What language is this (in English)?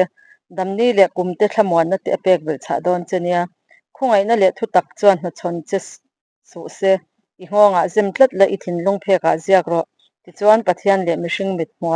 Mizo